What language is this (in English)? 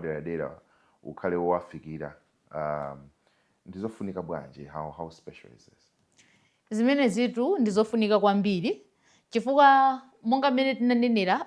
Nyanja